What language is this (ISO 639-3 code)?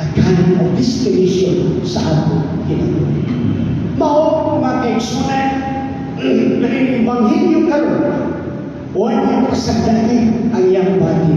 ceb